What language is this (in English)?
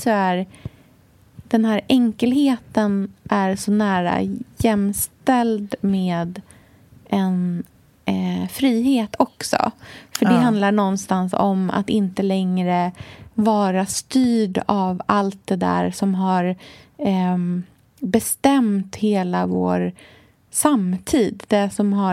Swedish